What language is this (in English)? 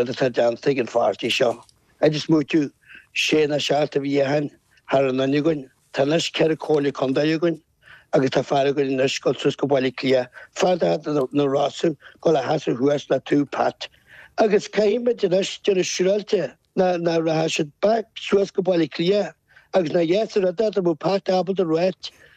Irish